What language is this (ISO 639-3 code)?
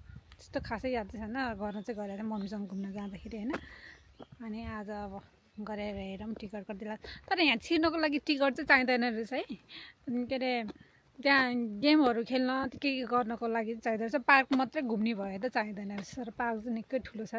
nep